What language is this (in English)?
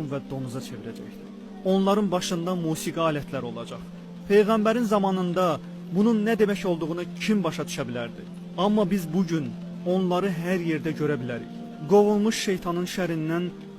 Azerbaijani